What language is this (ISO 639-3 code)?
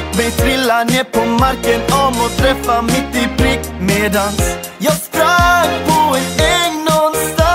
swe